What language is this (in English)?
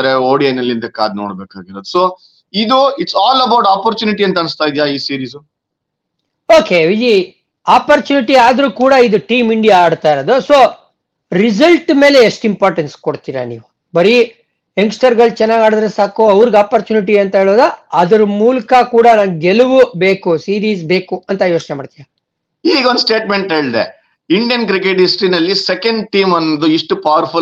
Kannada